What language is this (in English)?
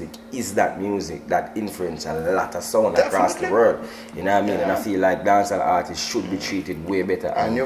English